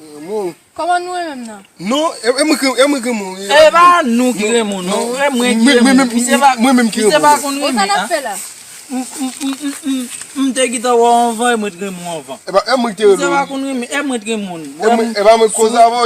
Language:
Haitian Creole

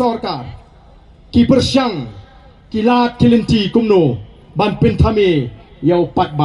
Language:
Khasi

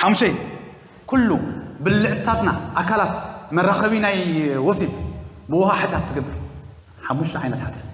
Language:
Tigrinya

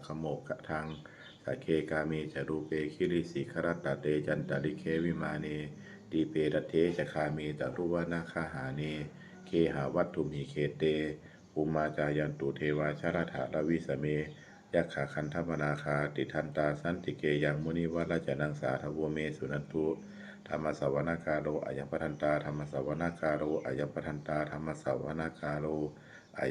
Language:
Pali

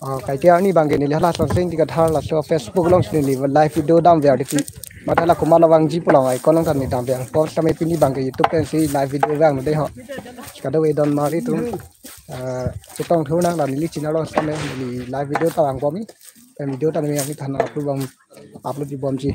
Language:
Karbi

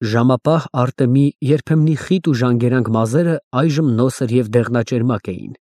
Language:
Armenian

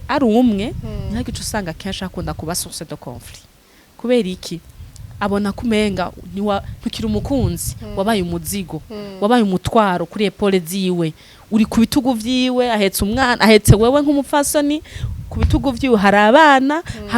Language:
Rundi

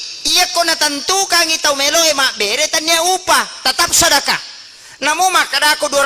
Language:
Buginese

